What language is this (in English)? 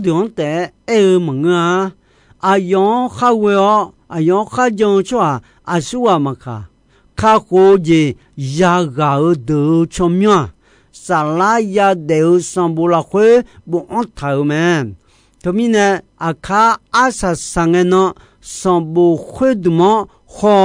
Akha